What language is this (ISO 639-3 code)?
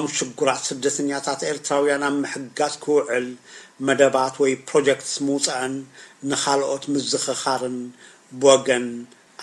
tir